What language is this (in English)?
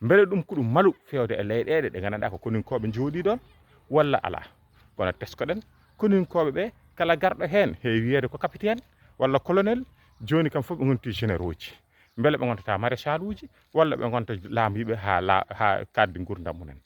Fula